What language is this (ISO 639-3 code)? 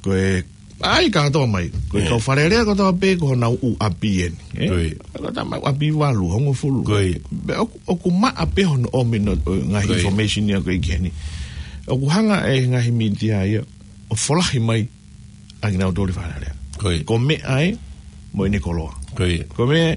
ton